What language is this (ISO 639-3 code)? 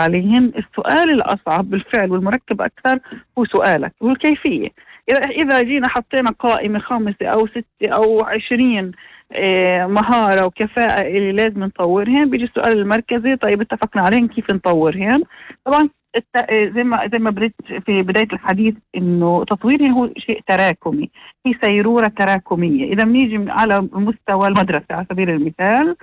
apc